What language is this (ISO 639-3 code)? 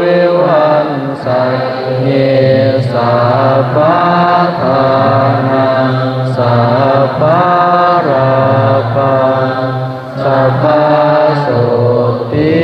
pli